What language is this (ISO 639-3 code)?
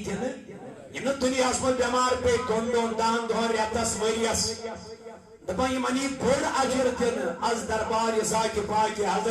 kas